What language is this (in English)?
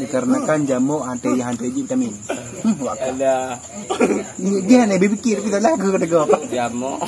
Achinese